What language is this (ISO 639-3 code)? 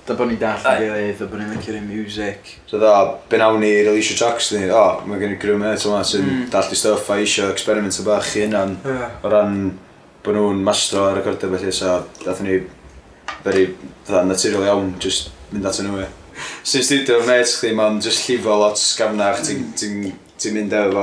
cym